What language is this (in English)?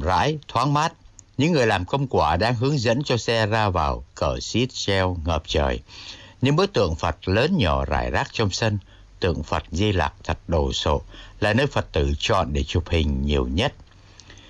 Vietnamese